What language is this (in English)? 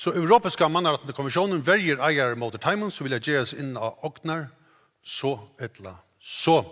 Faroese